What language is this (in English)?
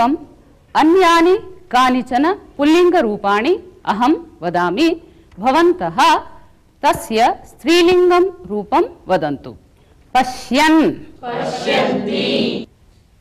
Sanskrit